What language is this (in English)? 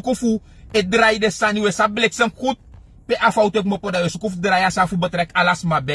Sranan Tongo